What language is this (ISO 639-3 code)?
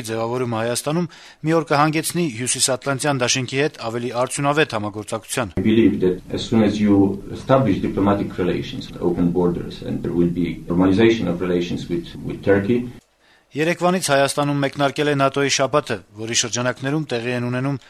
hye